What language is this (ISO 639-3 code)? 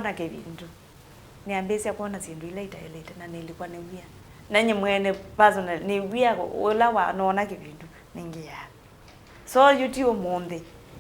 kam